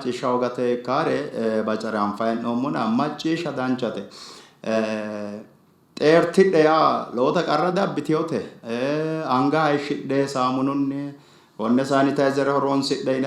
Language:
Sidamo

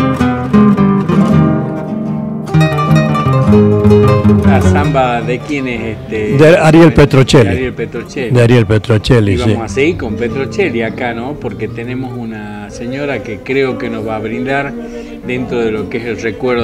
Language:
Spanish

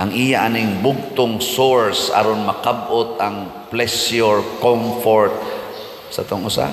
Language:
Cebuano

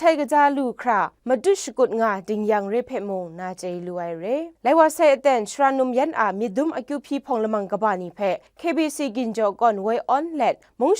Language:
Kachin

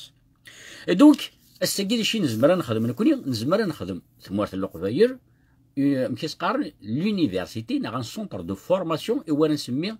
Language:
Kabyle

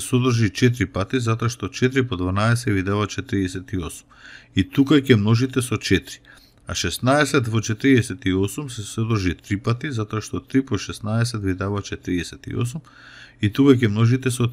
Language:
Macedonian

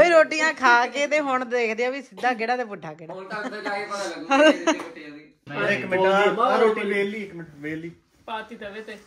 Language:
Punjabi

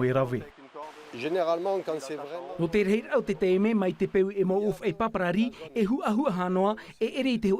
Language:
Tahitian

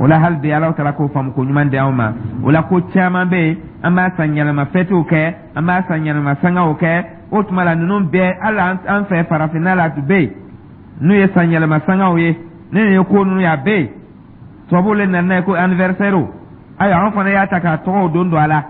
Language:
Dyula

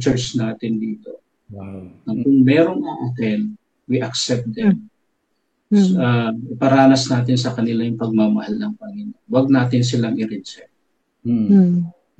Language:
Filipino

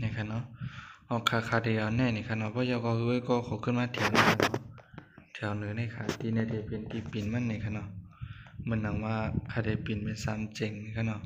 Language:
Shan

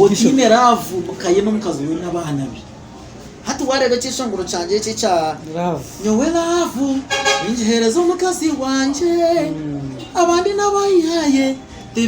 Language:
Nyankole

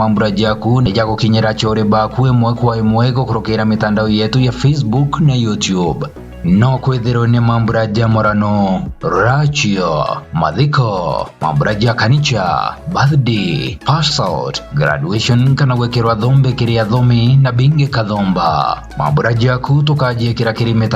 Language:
Meru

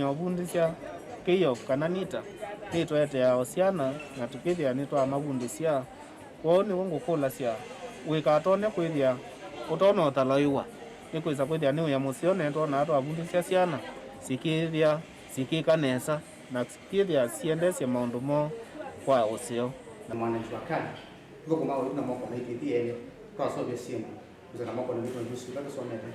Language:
Kamba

